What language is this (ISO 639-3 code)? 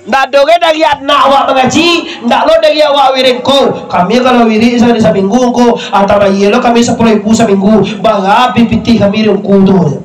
min